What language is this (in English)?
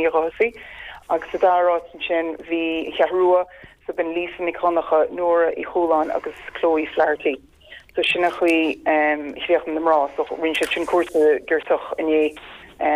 Irish